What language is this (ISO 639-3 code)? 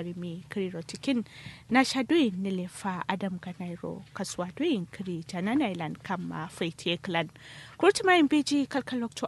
kau